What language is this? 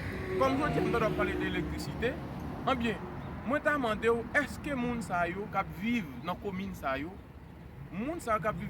Haitian Creole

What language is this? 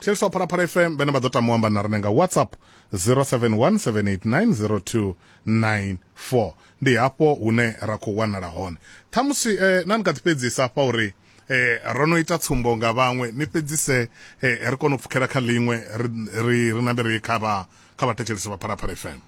Venda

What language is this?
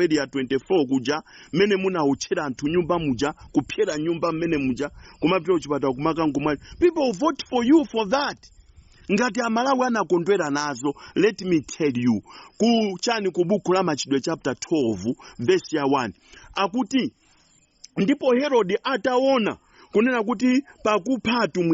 Nyanja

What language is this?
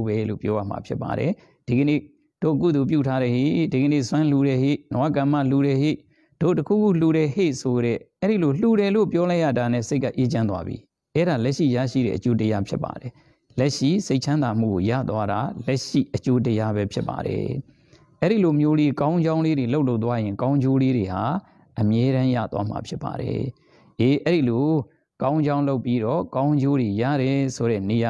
Burmese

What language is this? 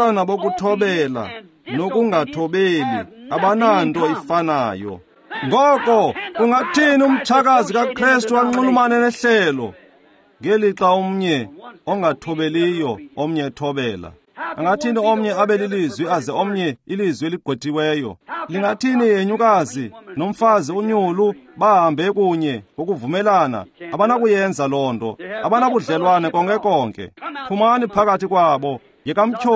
Xhosa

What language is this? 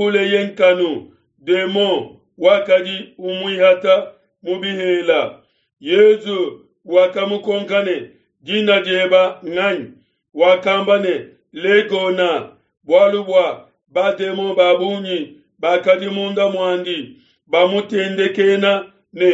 Luba-Lulua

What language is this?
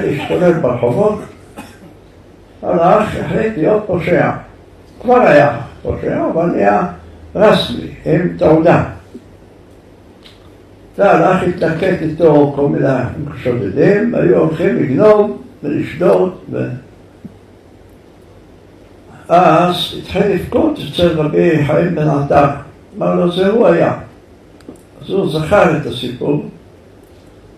Hebrew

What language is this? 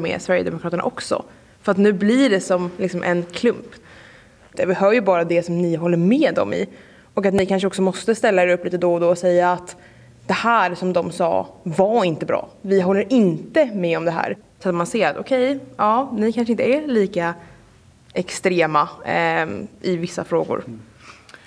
Swedish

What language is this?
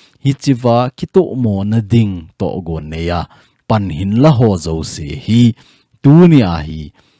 Thado Chin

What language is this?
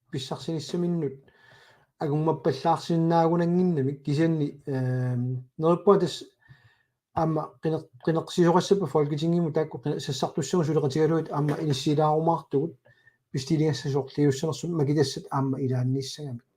Kalaallisut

